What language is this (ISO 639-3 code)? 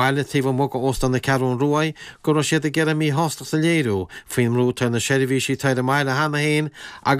gle